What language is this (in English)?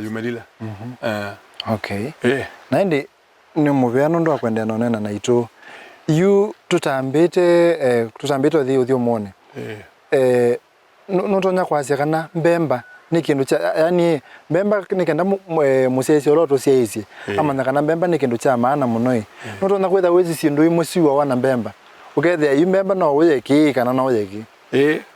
Kamba